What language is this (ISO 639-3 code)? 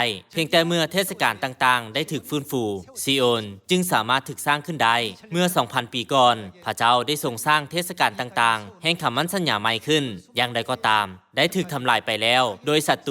lao